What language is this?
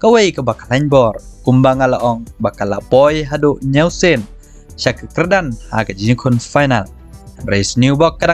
Khasi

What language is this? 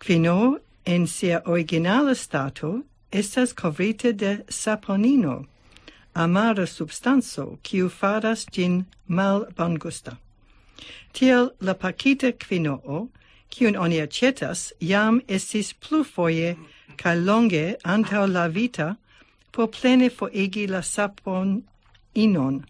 Esperanto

